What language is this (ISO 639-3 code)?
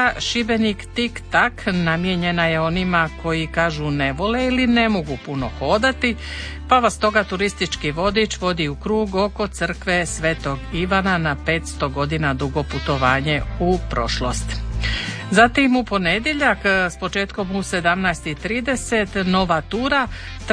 hrv